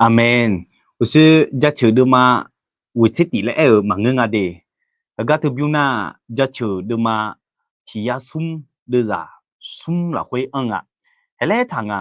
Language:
Akha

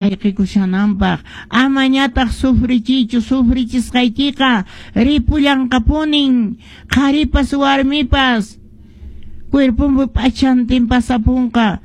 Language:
Quechua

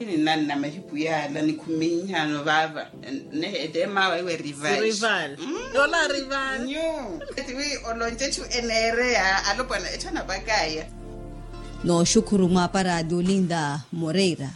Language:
Makhuwa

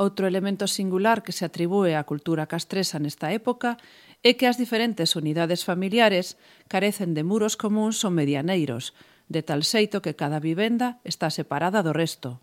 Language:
Galician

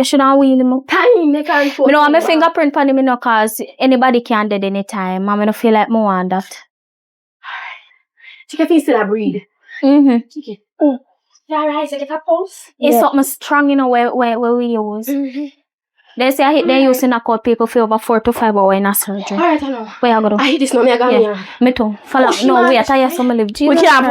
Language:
Jamaican Creole English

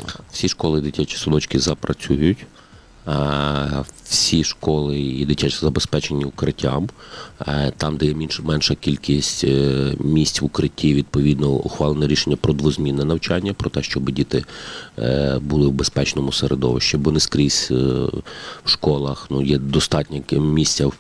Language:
Ukrainian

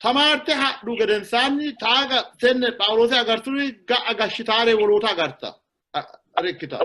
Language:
Sidamo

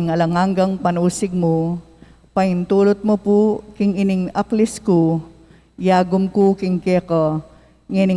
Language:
Pampanga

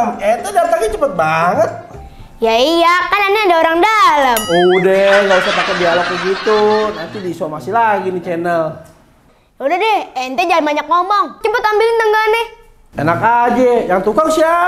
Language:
Betawi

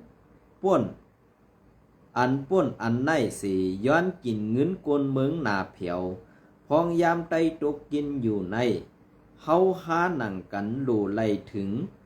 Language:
Shan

